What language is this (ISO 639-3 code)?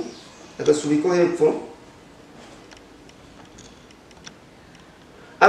kin